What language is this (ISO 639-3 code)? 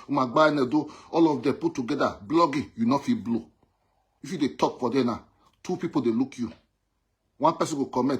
pcm